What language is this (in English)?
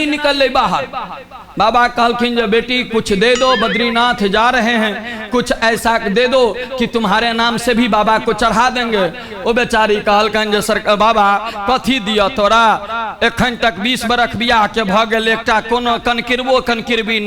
Maithili